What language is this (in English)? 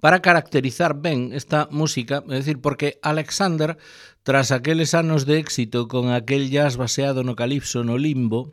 Galician